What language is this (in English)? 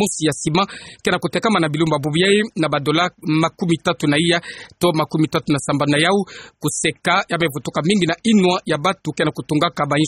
Kituba (Democratic Republic of Congo)